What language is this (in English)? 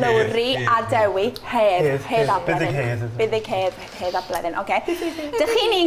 Welsh